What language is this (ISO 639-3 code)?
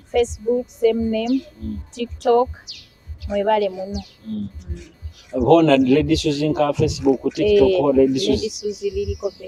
nyo